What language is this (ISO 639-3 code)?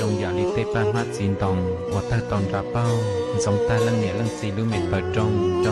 hmn